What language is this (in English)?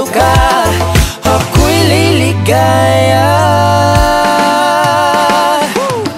Filipino